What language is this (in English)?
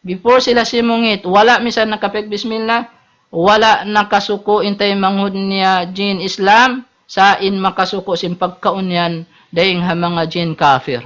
Tausug